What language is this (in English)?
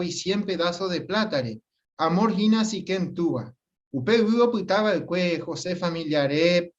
Guarani